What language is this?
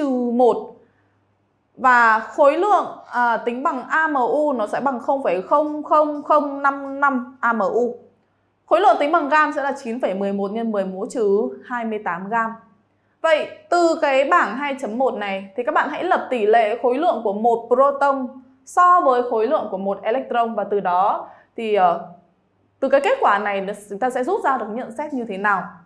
Vietnamese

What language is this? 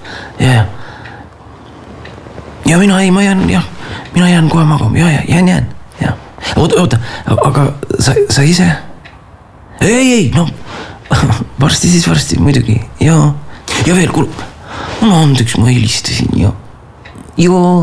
Estonian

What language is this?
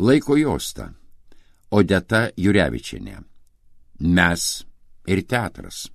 Lithuanian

